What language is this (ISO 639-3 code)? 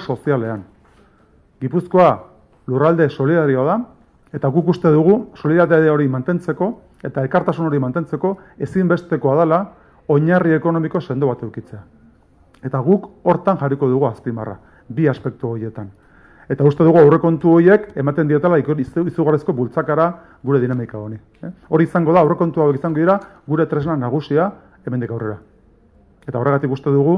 eus